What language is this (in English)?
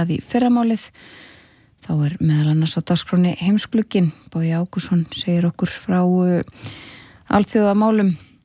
Icelandic